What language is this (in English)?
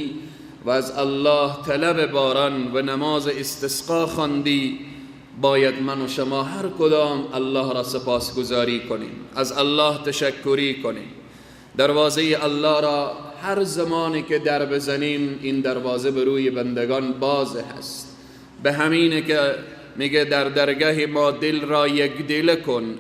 Persian